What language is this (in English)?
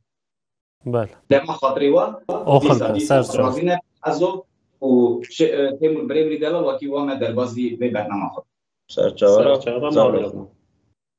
Kurdish